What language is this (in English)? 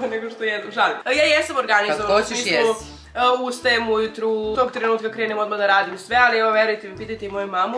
Serbian